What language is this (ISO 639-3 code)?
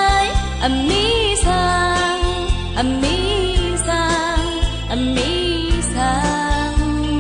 shn